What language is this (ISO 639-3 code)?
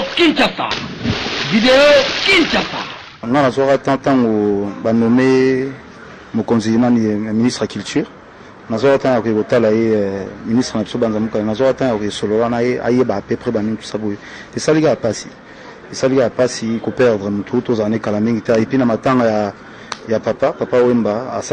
lin